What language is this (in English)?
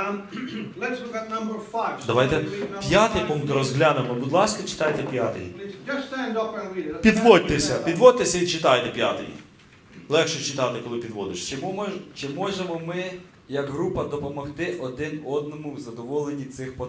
Ukrainian